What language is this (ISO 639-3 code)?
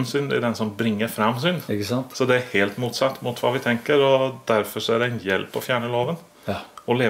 nor